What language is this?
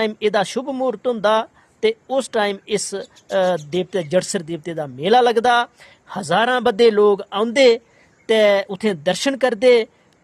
Dogri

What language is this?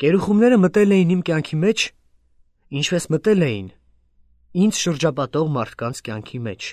Armenian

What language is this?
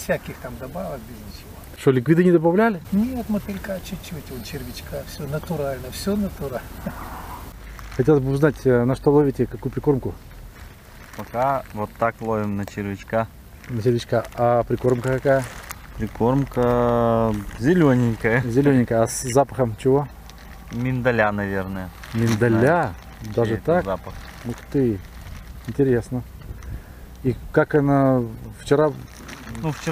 Russian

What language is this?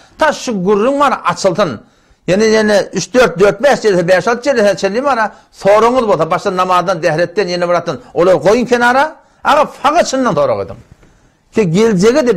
Turkmen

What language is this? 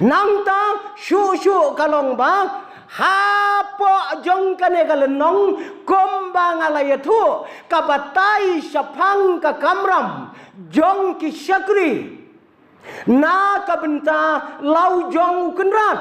Khasi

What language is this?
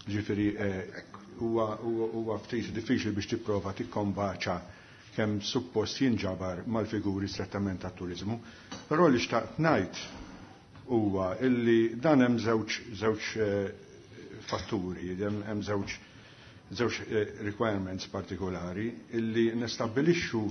Maltese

